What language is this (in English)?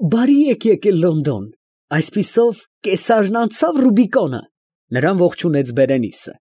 Armenian